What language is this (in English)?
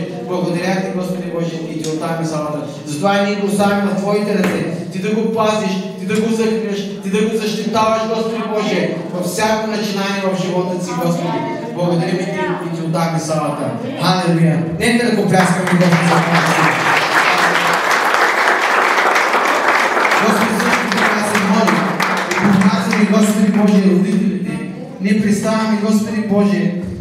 Bulgarian